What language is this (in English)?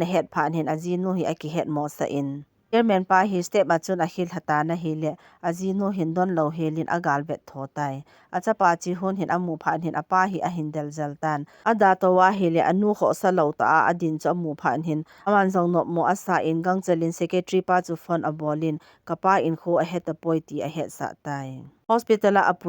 Thado Chin